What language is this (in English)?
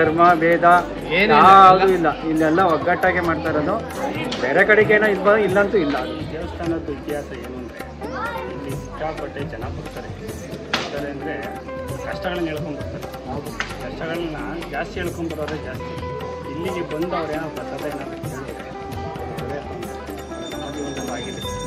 Kannada